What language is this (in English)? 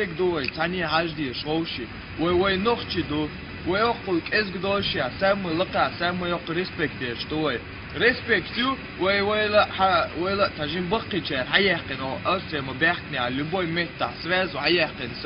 Chechen